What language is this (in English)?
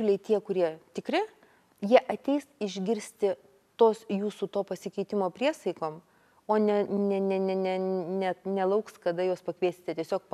Lithuanian